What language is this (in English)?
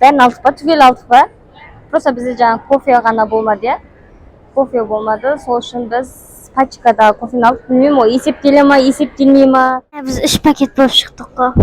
Kazakh